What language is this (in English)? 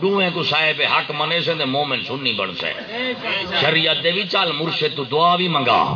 Saraiki